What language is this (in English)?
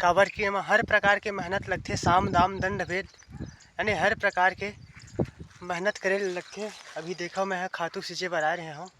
Chhattisgarhi